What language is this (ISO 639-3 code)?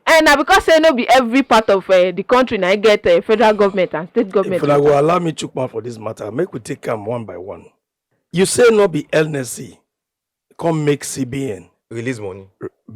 pcm